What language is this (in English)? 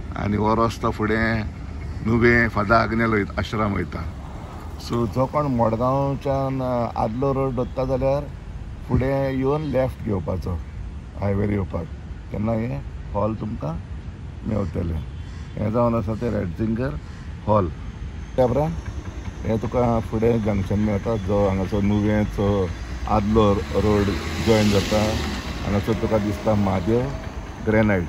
Konkani